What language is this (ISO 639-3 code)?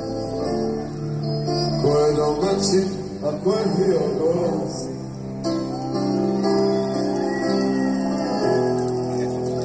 srp